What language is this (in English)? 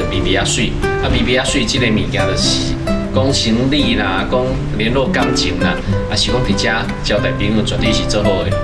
Min Nan Chinese